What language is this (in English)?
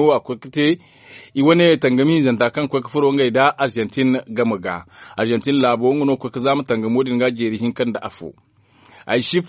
Zarma